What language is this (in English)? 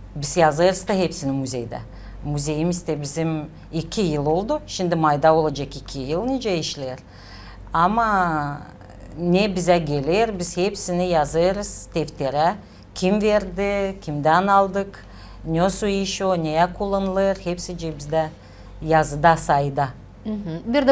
Gagauz